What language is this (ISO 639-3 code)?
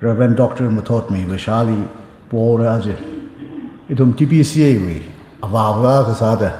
nmf